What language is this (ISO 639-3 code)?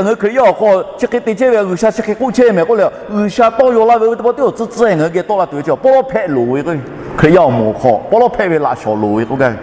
lhu